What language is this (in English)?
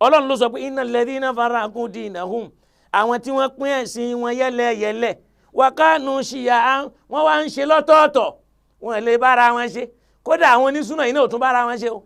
Yoruba